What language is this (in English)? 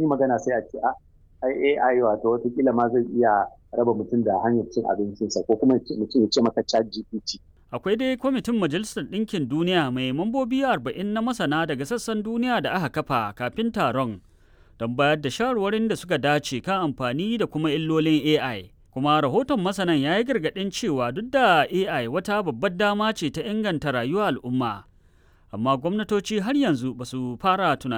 Hausa